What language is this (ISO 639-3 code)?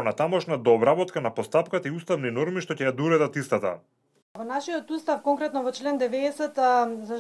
mkd